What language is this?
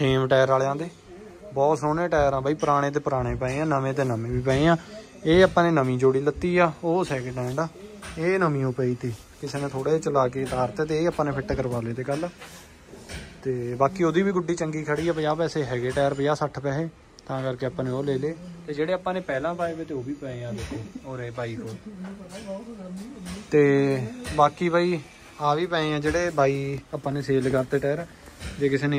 Punjabi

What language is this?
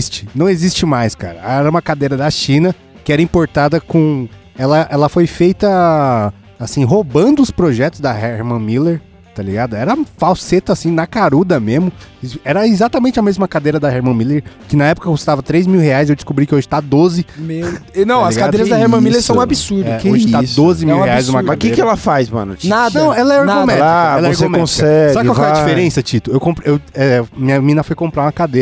Portuguese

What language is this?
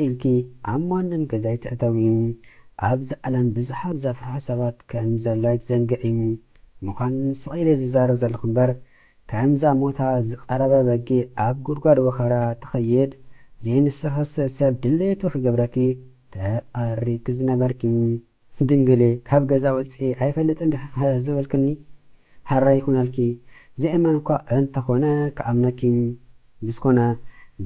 Tigrinya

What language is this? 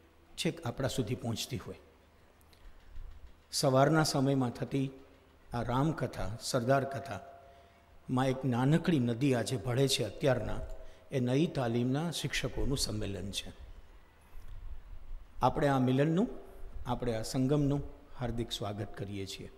Gujarati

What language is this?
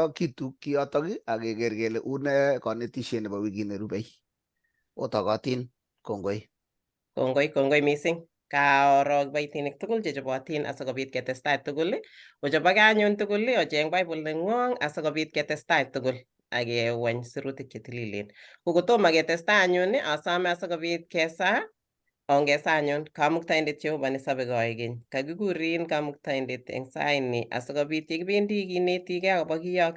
Kalenjin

